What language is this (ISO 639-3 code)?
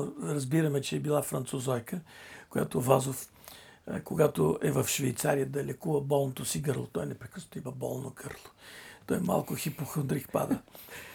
bul